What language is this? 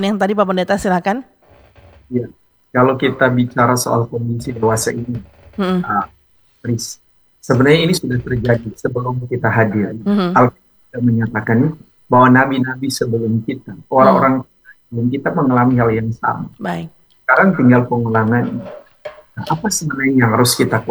Indonesian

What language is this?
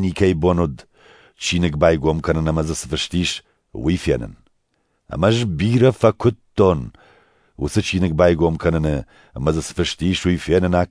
Ossetic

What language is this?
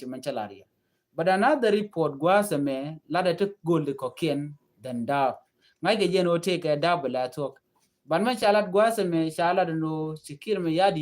Nuer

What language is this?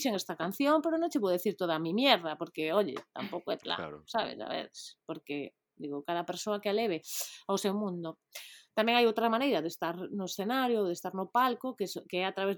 Galician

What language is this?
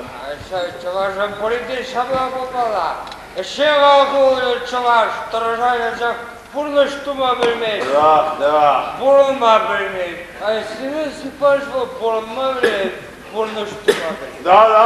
Chuvash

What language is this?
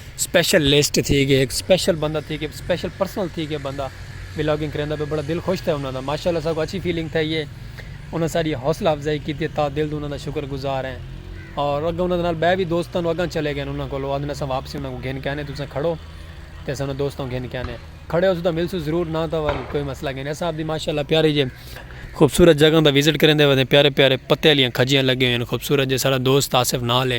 Saraiki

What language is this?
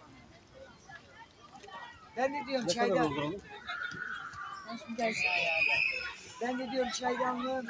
Turkish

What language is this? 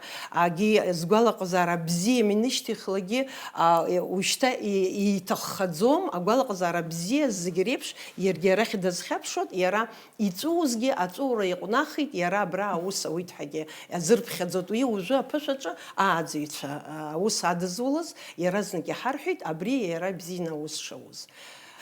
Abkhazian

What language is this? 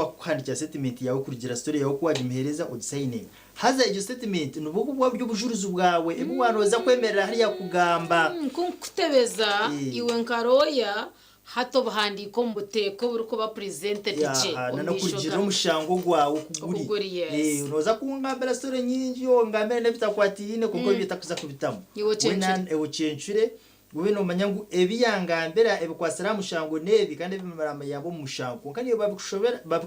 Nyankole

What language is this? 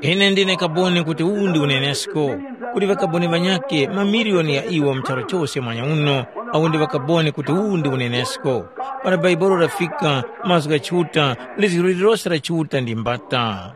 Tumbuka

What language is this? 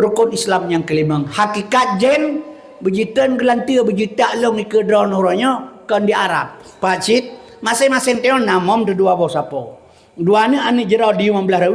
Achinese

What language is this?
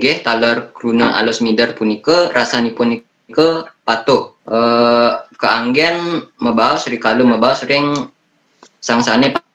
Balinese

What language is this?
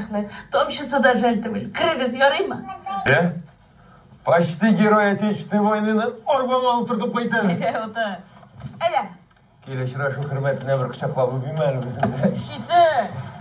Tatar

